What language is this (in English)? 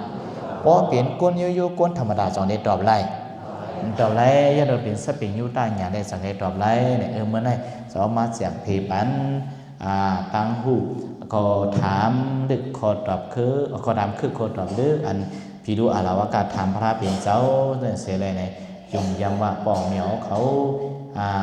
Shan